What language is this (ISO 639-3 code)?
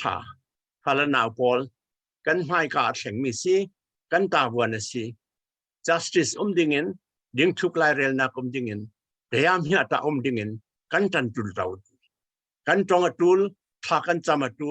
cfm